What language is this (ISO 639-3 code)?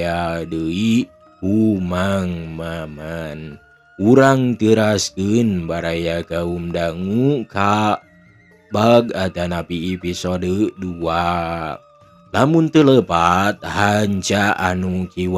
sun